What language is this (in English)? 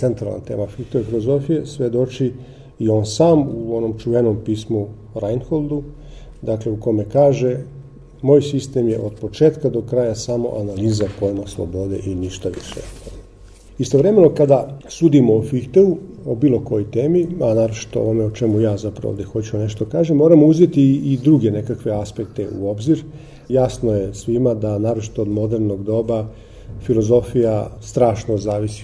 Serbian